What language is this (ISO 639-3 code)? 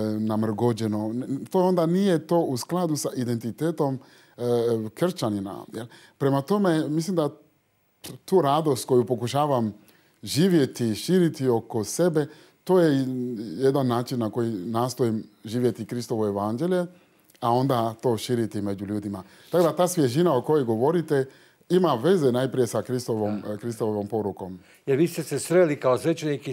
hrv